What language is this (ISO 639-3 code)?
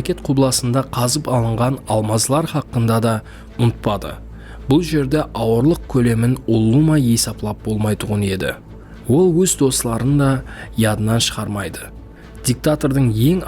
kaa